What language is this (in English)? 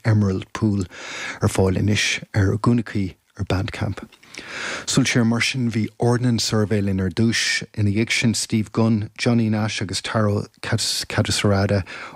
Irish